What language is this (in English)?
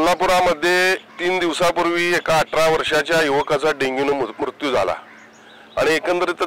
Marathi